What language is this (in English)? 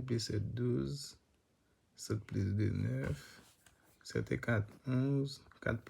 Haitian Creole